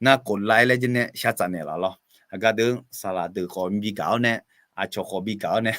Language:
Akha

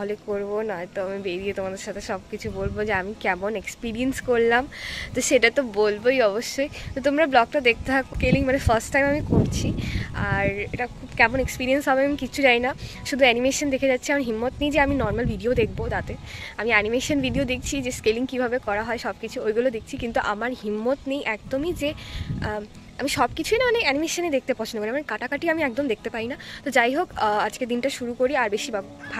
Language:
Bangla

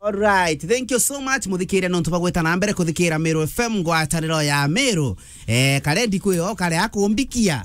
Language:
Meru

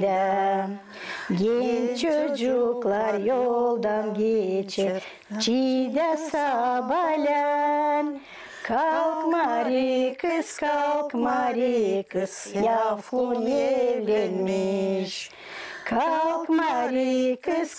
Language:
Gagauz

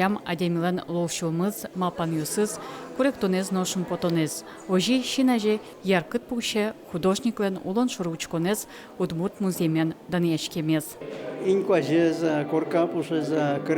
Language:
Udmurt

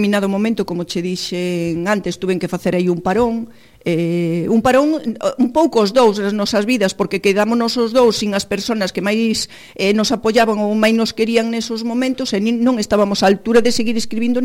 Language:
Galician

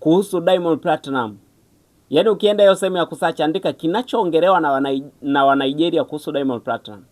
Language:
Swahili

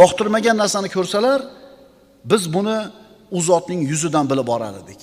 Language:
Uzbek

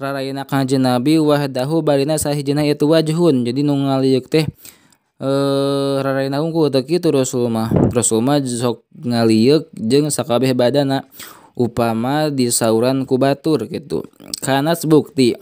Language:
Sundanese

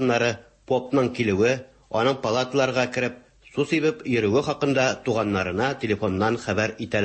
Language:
Tatar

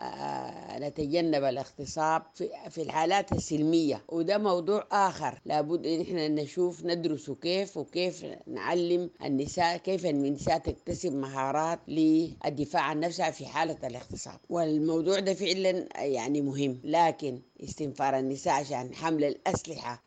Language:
Sudanese Arabic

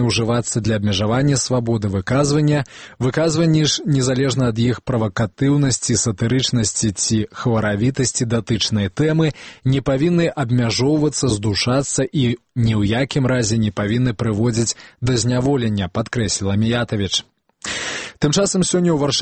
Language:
Belarusian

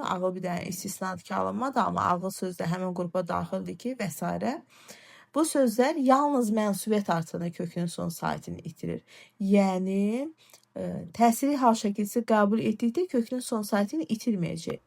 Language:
Azerbaijani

